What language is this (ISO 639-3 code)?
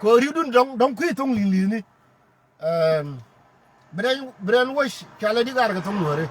nus